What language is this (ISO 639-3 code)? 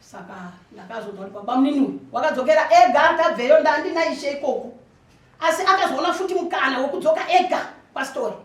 sna